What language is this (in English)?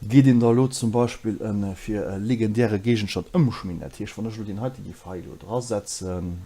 Luxembourgish